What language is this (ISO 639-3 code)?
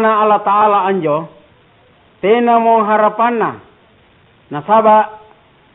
mak